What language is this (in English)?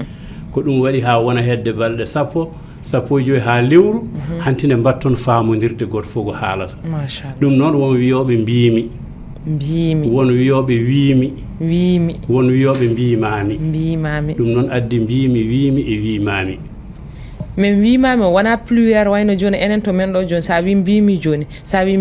Fula